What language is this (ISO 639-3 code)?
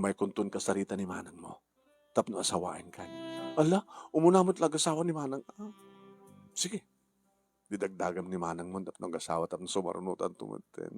ilo